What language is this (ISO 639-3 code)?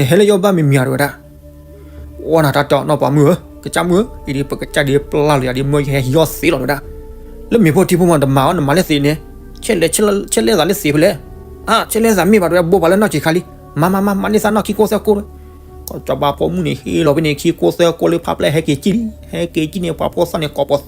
ksw